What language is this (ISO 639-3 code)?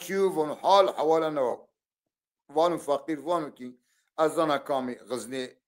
zza